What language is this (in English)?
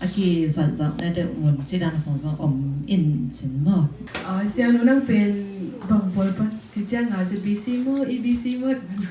Tedim Chin